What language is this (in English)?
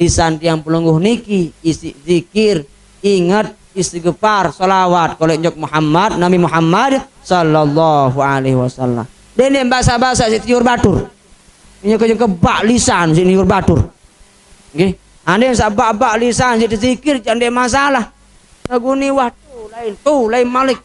Sasak